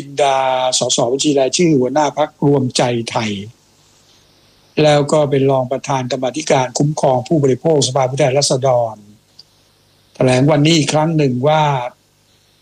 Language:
Thai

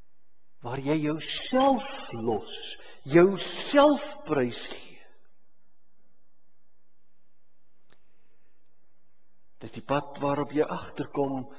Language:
Afrikaans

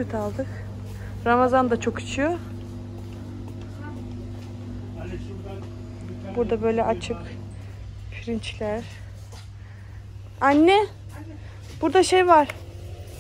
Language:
Turkish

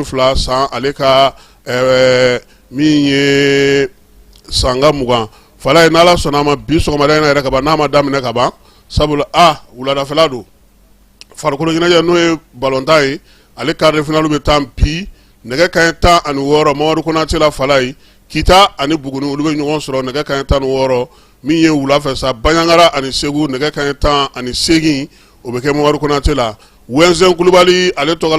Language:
Bambara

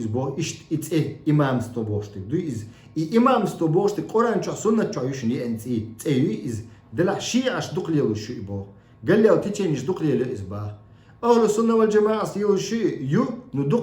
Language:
Chechen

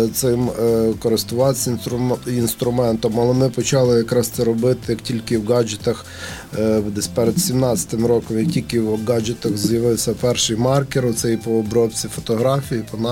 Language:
Ukrainian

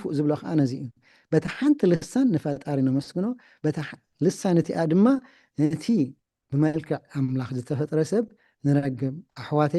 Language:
Tigrinya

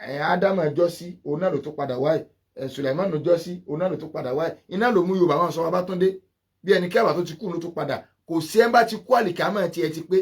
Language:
Yoruba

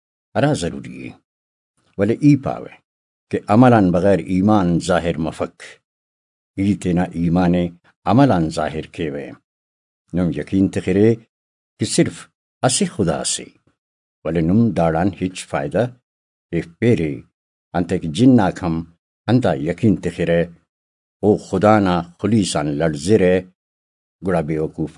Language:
Brahui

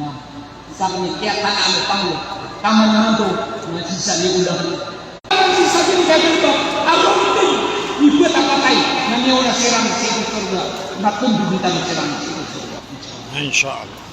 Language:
Maranao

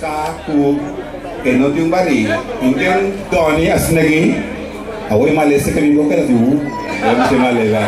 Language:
Papiamento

